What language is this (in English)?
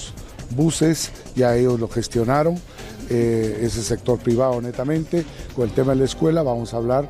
Spanish